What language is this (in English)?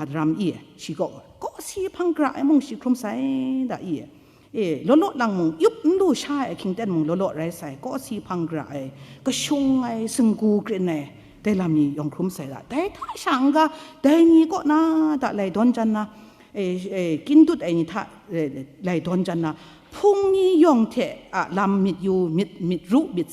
Kachin